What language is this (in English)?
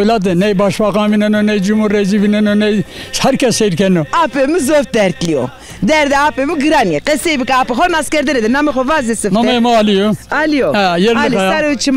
Zaza